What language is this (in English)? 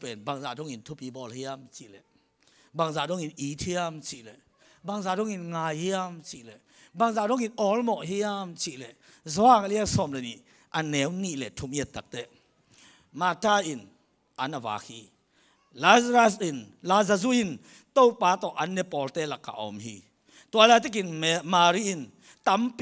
Tedim Chin